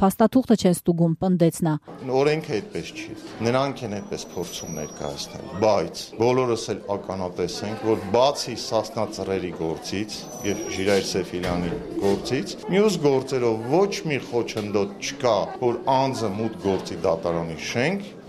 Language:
Armenian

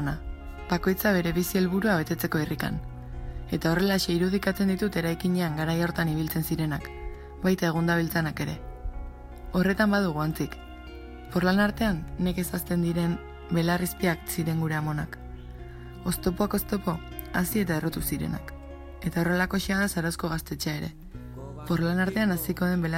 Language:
Basque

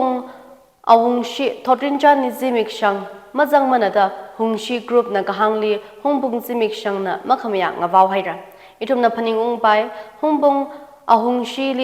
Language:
Tangkhul Naga (India)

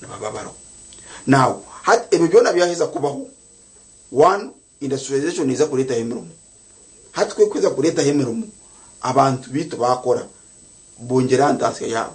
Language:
Nyankole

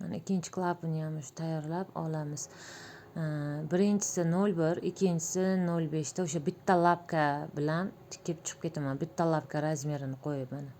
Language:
Uzbek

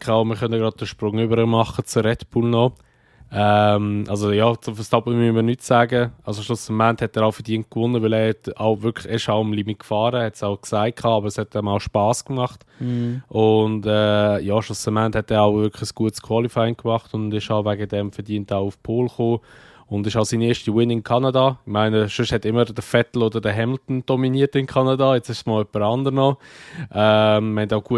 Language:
Swiss German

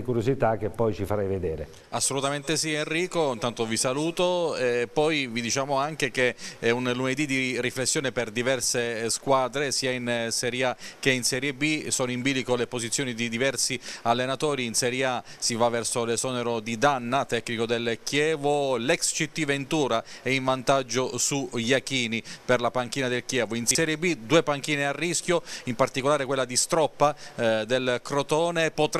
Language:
Italian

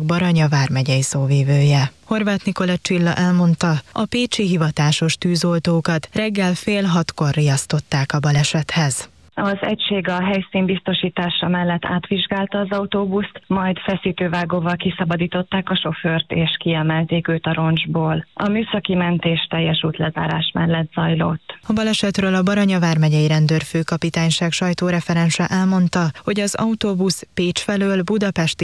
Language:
Hungarian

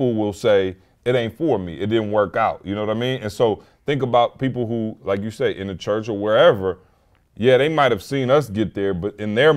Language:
English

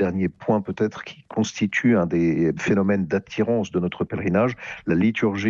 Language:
French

